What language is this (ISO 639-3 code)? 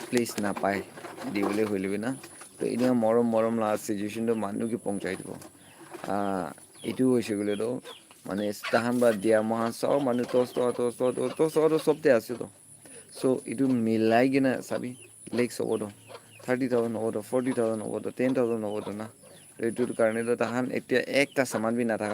nag